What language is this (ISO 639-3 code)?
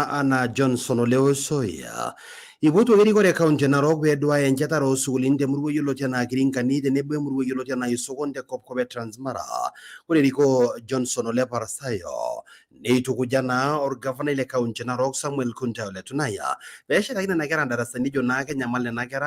mas